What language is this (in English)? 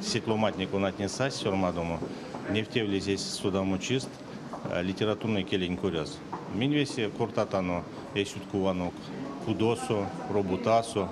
Erzya